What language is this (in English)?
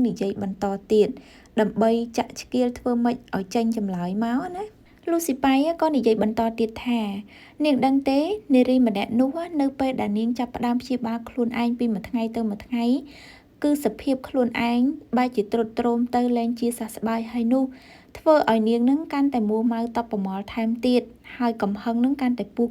Khmer